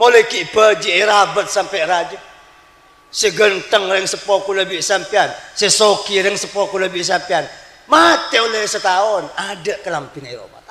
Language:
Madurese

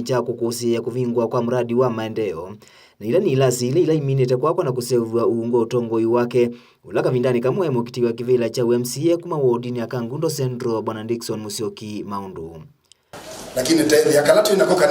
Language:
Kamba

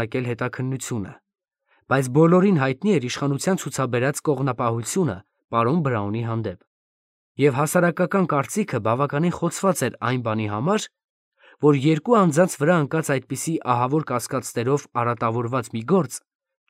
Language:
Armenian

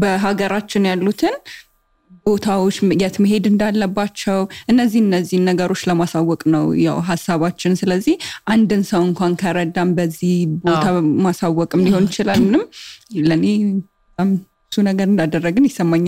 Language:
Amharic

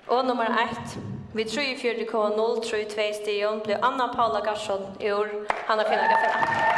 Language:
Faroese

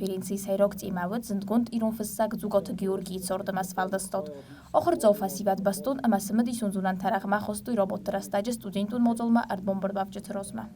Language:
Ossetic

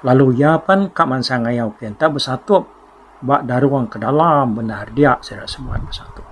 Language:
Iban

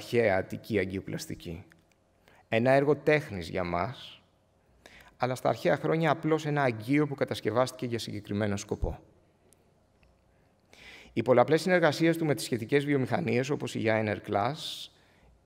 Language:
Greek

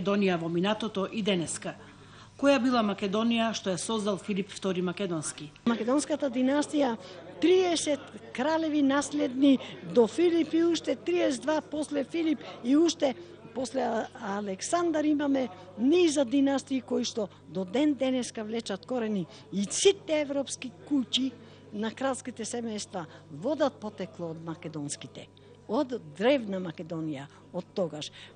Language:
Macedonian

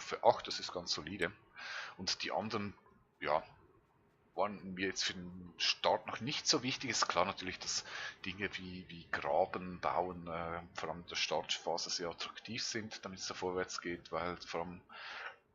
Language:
Swiss German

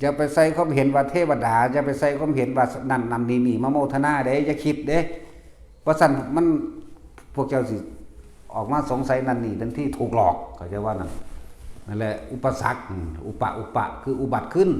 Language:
Northeastern Thai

